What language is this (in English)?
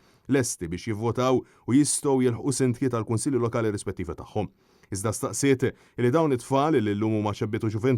Maltese